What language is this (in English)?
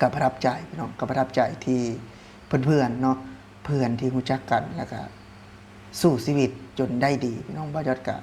Lao